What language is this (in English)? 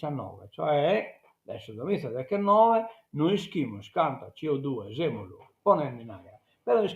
Sardinian